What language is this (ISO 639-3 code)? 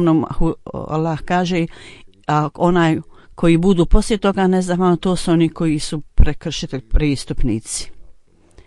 bos